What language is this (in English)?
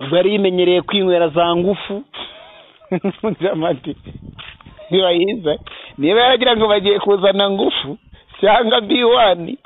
Kinyarwanda